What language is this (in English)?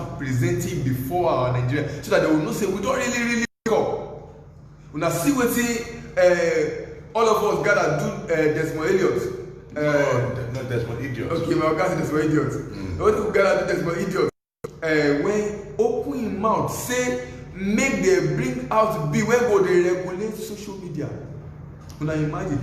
Nigerian Pidgin